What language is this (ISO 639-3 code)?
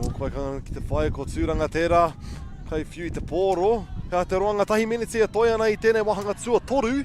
mri